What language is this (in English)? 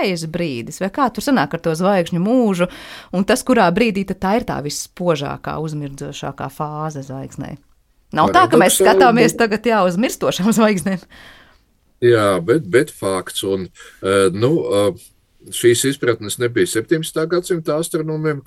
Latvian